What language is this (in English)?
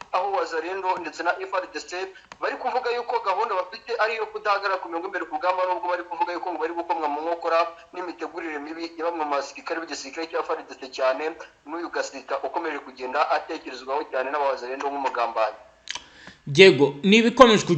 Kinyarwanda